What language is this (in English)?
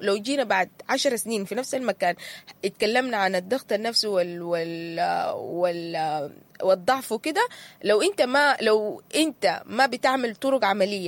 Sudanese Arabic